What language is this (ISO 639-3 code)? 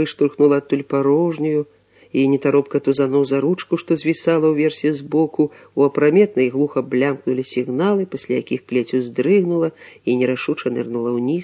bel